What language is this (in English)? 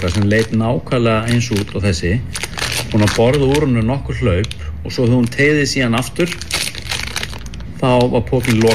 Icelandic